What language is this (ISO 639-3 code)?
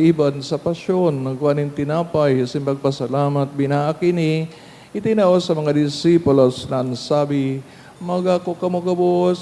bik